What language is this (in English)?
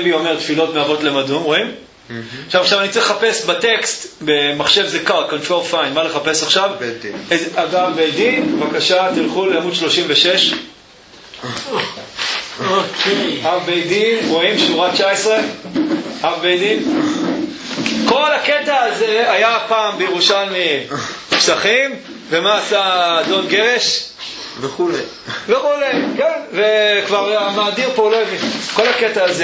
Hebrew